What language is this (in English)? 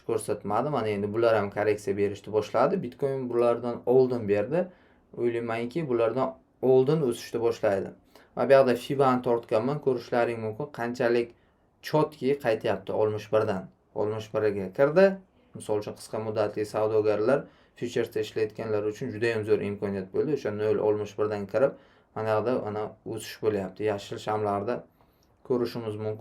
Uzbek